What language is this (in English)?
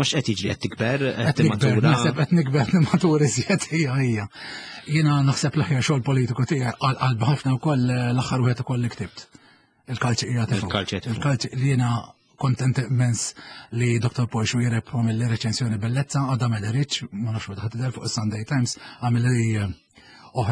Maltese